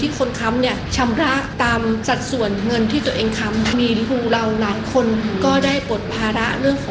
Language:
Thai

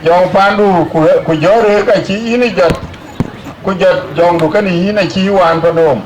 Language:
Dinka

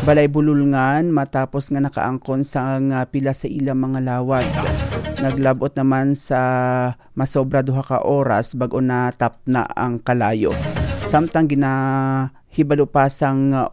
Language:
Hiligaynon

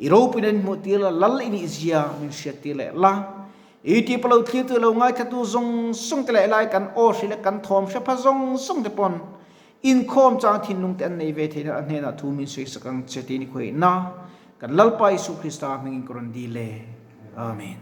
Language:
Mizo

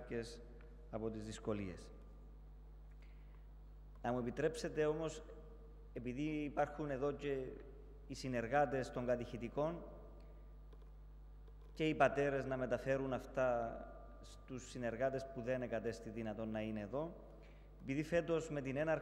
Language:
Greek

